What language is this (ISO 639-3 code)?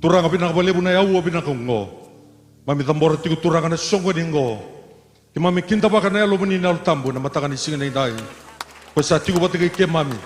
fij